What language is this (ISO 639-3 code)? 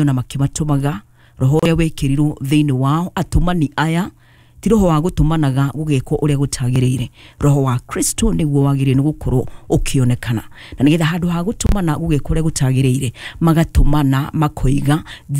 kik